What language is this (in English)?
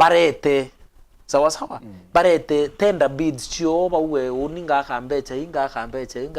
Meru